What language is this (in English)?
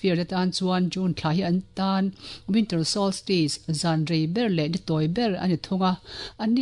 Mizo